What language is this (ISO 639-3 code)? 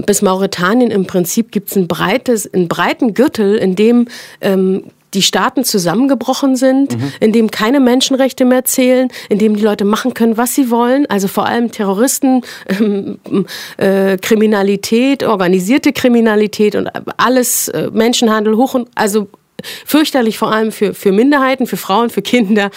deu